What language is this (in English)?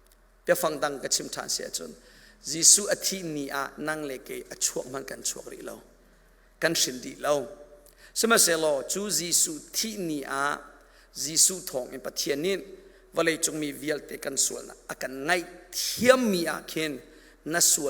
Hakha Chin